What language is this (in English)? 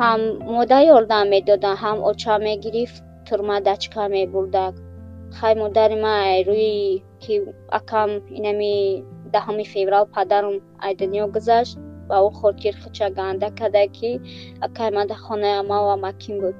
Tajik